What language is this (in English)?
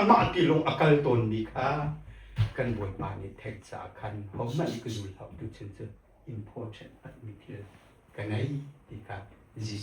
Hakha Chin